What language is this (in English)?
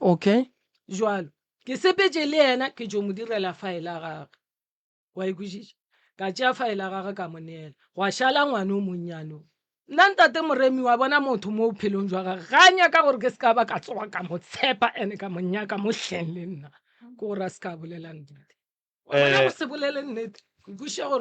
Northern Sotho